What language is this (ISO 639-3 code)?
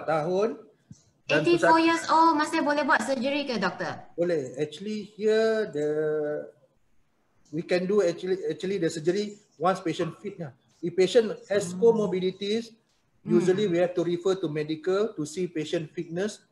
msa